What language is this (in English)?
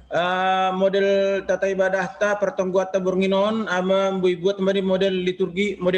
Batak Simalungun